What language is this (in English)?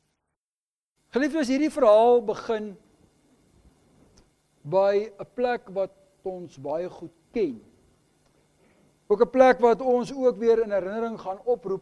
Afrikaans